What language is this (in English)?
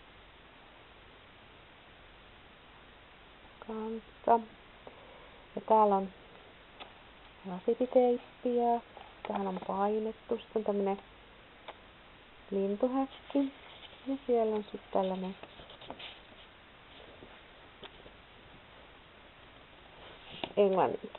Finnish